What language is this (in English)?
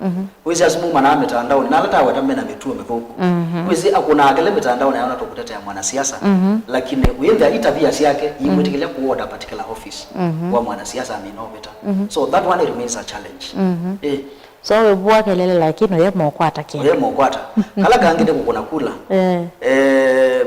Kamba